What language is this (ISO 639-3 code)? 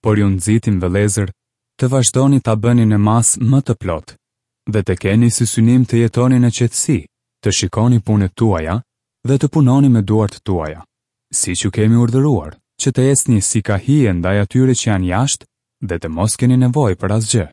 sqi